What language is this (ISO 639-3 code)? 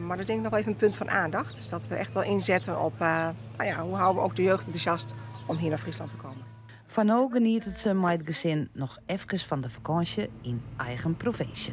fry